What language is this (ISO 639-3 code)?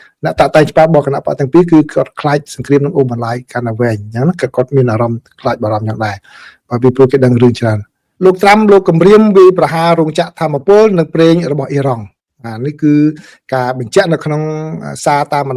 khm